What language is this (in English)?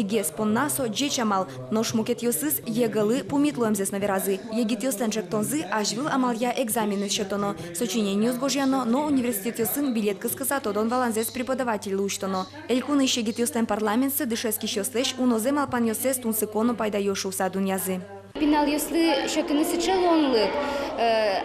Udmurt